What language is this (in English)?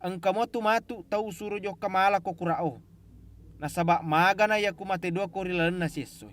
Buginese